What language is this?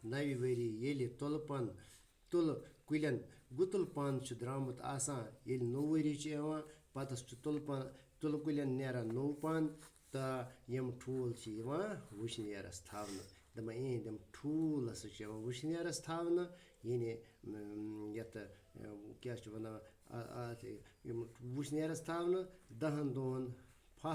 Kashmiri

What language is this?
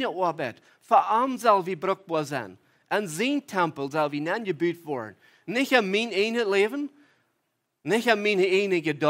Plautdietsch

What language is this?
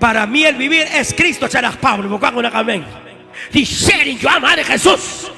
Kekchí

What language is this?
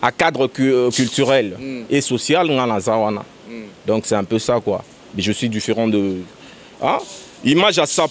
Lingala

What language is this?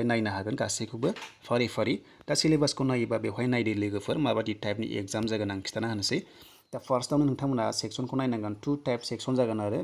Bodo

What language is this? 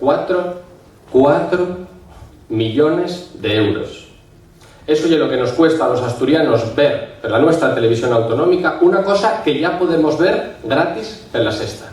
Asturian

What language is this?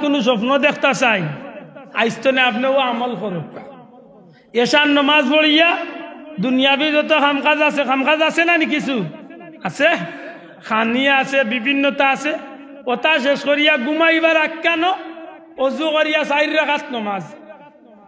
Sylheti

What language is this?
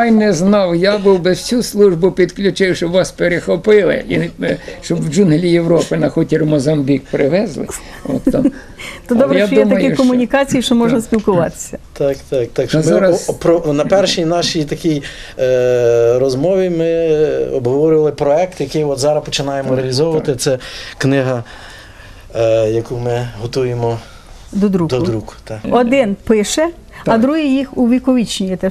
Ukrainian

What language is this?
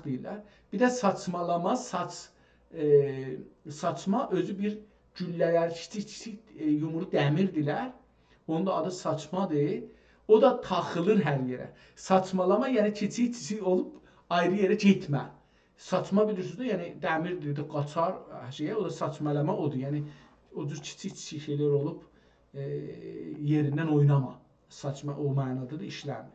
South Azerbaijani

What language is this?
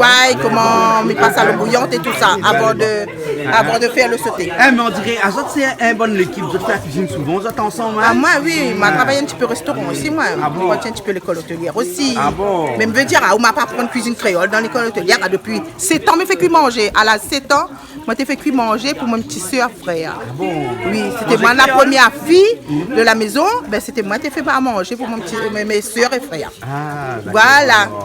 Réunion Creole French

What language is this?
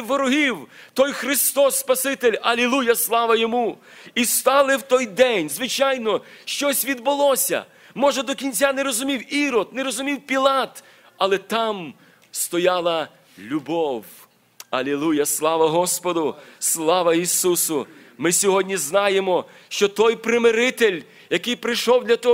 Ukrainian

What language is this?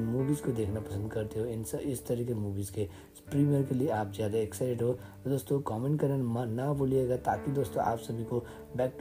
Hindi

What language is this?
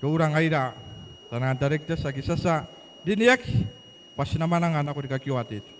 Gilbertese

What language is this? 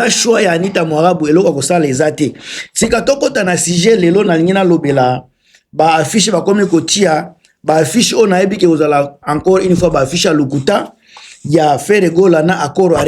Lingala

